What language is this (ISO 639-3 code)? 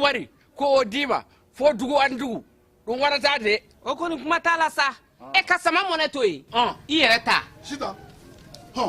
bam